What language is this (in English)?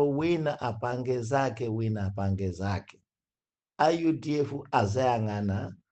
Nyanja